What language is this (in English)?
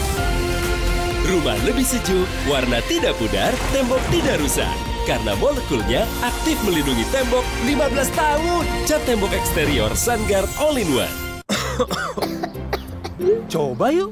Indonesian